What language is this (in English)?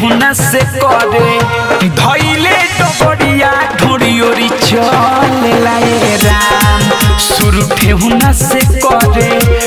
Bhojpuri